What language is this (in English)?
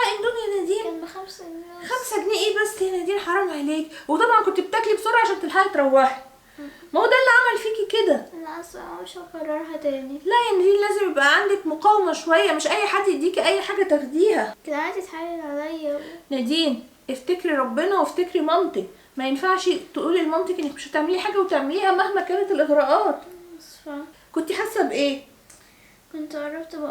Egyptian Arabic